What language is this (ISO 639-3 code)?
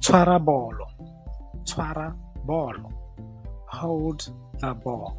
tsn